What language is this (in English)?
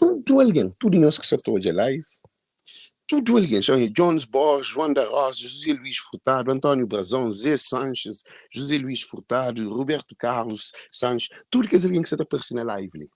Kabuverdianu